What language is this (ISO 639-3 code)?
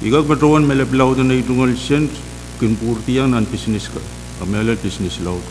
pon